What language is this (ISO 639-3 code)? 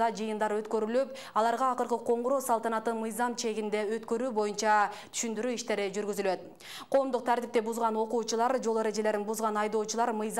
kir